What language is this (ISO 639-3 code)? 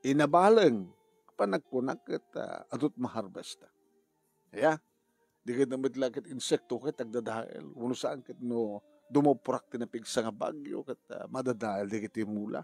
ilo